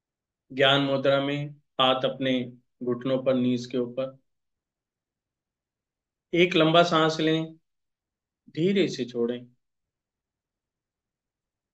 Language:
Hindi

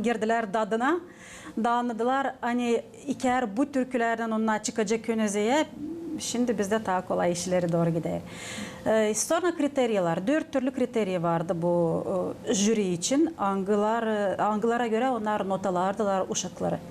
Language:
Gagauz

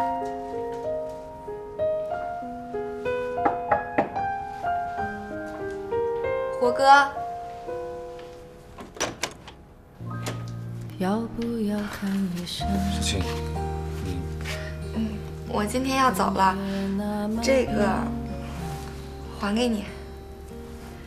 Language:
Chinese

